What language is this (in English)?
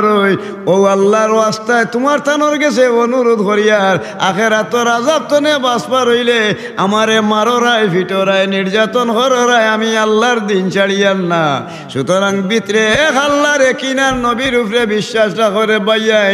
Sylheti